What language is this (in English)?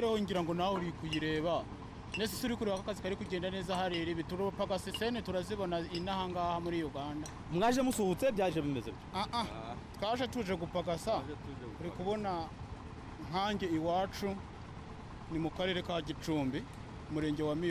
Kinyarwanda